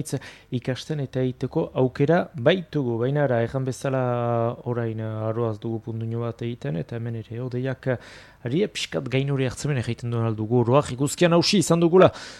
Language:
Basque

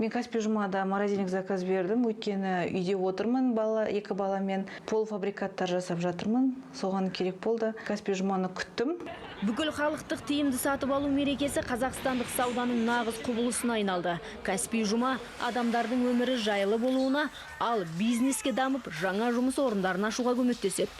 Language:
Kazakh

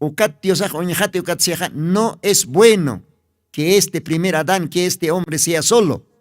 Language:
Aymara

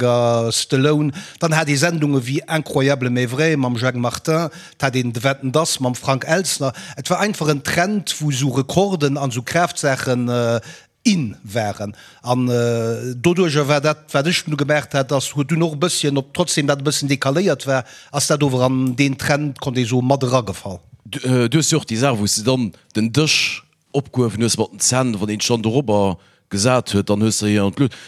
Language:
Luxembourgish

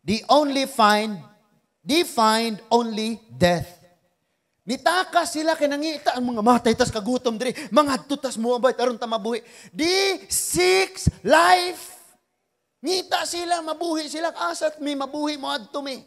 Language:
Cebuano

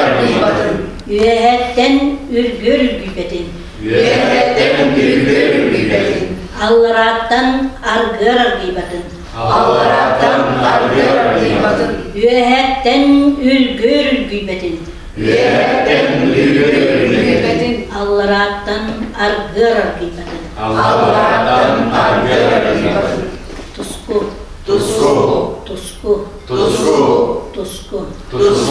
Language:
Yakut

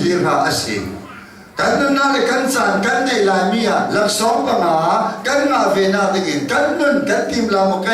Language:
Hakha Chin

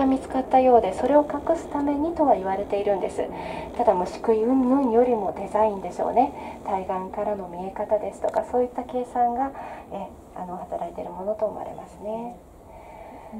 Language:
Japanese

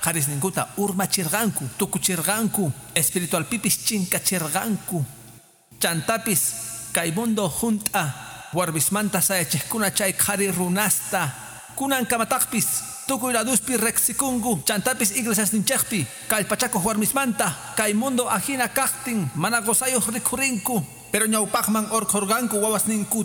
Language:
Quechua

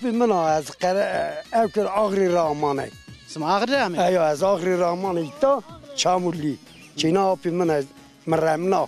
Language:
Zaza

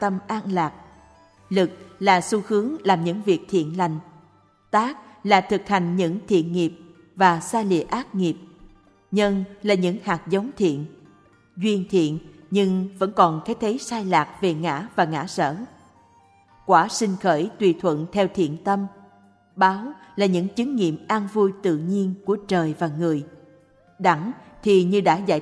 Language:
Vietnamese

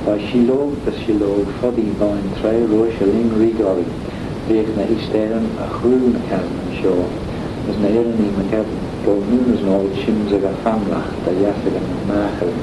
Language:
Manx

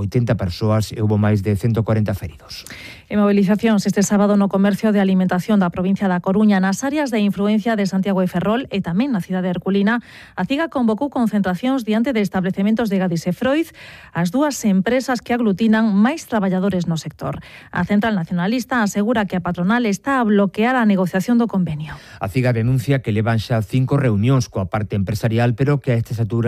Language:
Galician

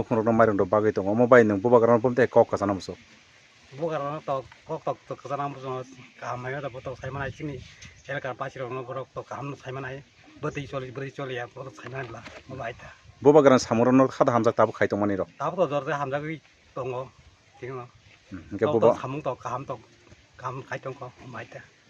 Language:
Kok Borok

